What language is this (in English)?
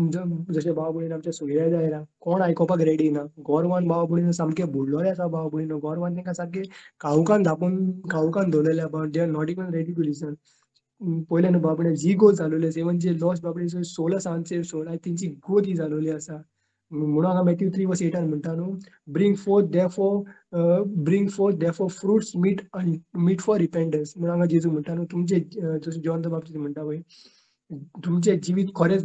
Konkani